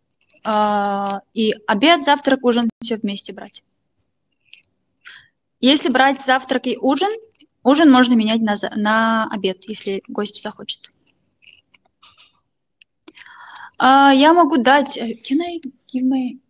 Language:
Russian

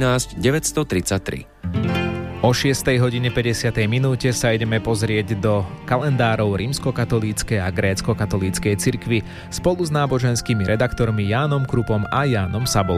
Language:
Slovak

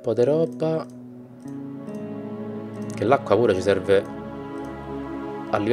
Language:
Italian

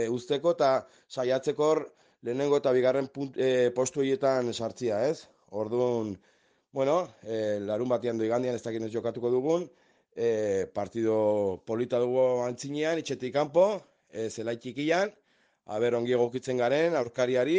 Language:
Basque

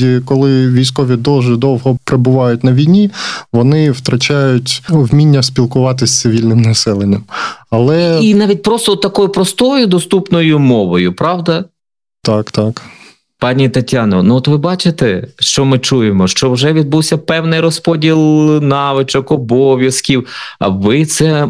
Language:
Ukrainian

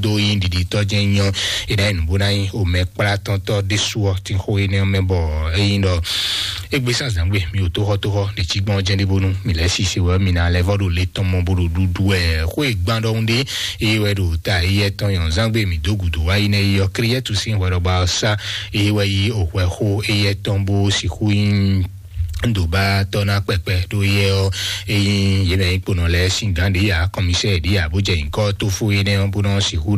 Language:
Fon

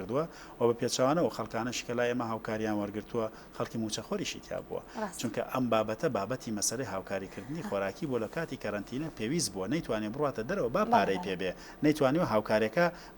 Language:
Central Kurdish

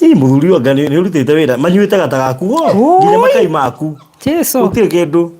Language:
Kikuyu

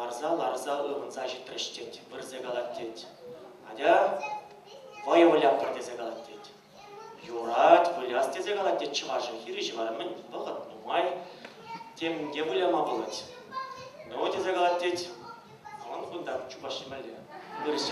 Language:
Chuvash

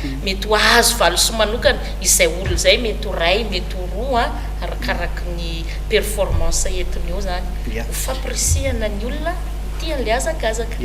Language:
Malagasy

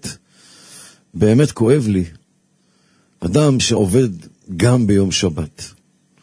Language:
Hebrew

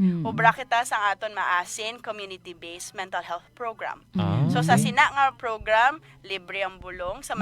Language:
Hiligaynon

